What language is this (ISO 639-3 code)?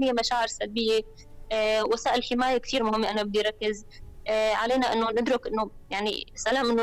apc